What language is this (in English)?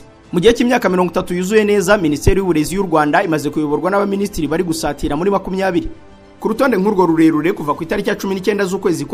Kinyarwanda